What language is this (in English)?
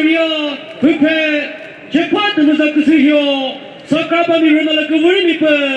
Chokri Naga